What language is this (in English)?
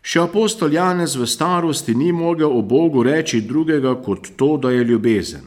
Slovenian